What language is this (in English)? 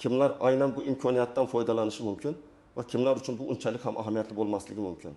Uzbek